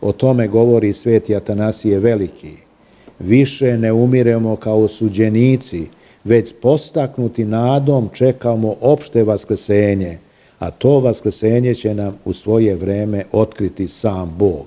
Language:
Serbian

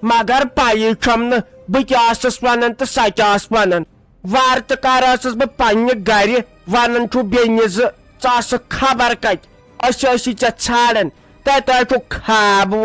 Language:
Kashmiri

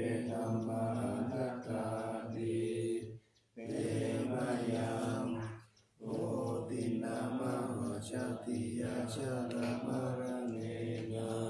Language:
Pali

